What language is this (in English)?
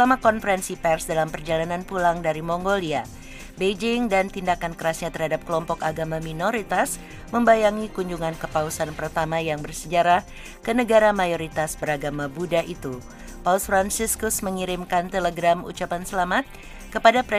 Indonesian